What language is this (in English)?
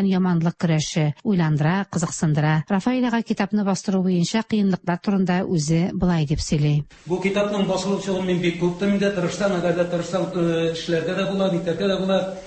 Tatar